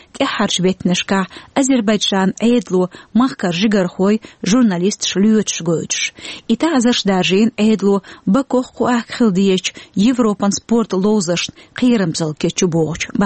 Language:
Chechen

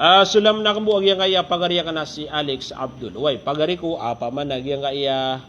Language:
Maranao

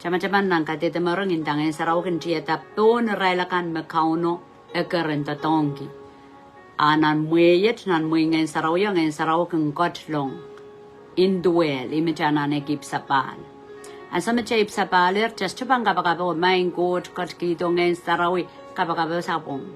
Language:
Pohnpeian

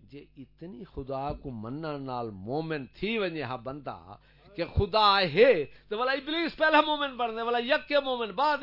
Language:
Saraiki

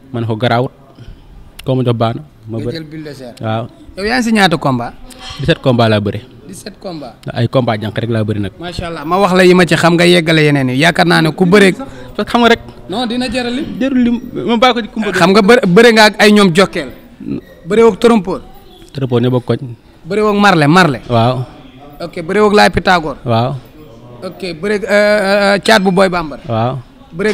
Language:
Wolof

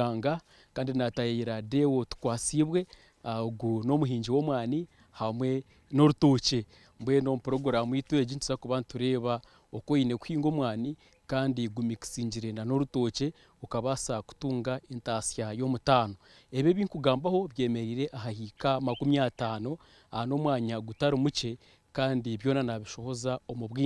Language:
Nyankole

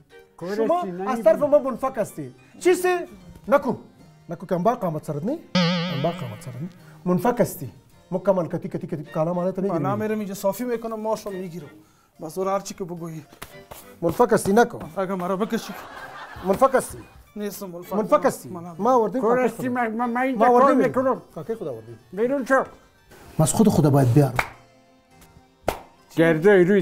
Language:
Persian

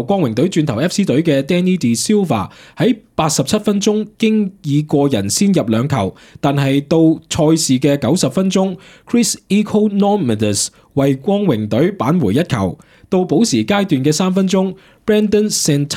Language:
Cantonese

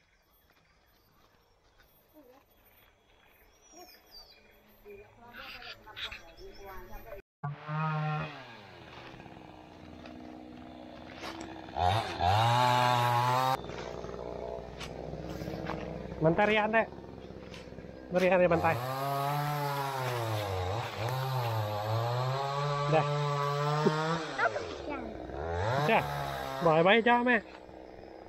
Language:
Malay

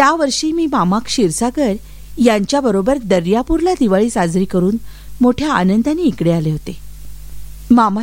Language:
Marathi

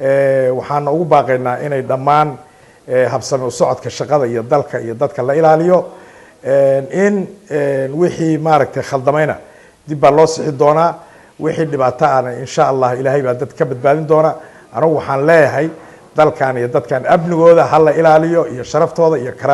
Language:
Somali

